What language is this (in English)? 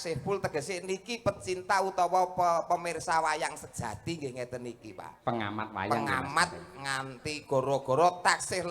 Javanese